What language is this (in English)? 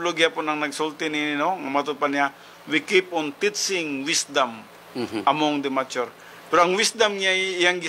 Cebuano